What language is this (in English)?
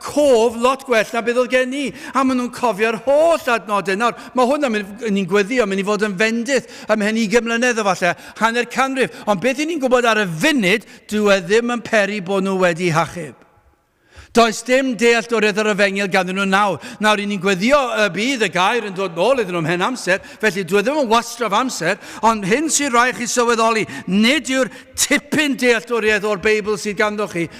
Welsh